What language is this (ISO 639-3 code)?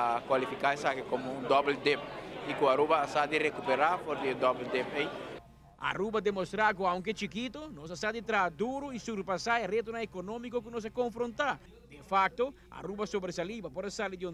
pap